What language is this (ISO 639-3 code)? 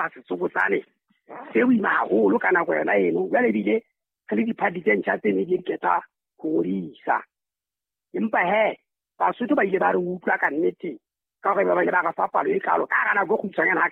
sot